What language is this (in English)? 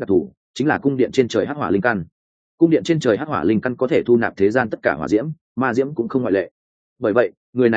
Vietnamese